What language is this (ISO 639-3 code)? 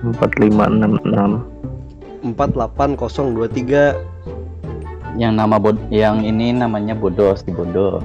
bjn